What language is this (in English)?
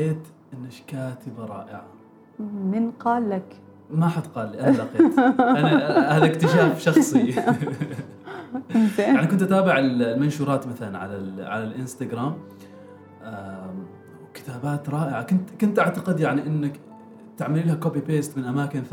Gulf Arabic